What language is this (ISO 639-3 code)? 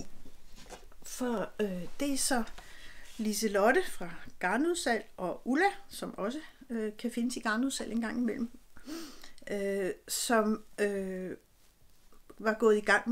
dan